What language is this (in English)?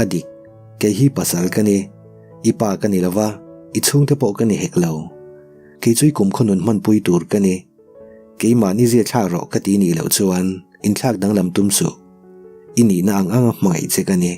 Mizo